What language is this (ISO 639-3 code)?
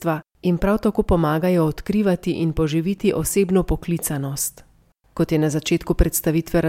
slv